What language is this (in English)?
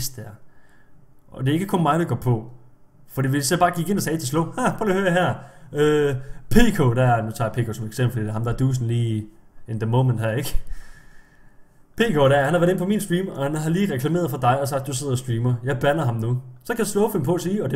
Danish